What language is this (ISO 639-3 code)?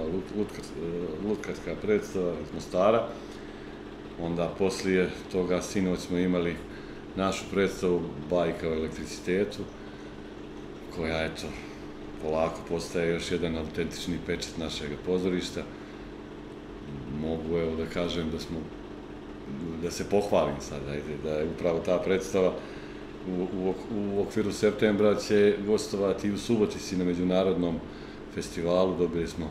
bos